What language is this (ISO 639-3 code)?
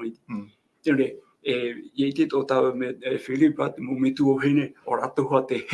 tah